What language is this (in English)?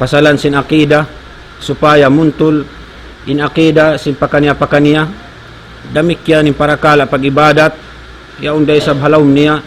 Tausug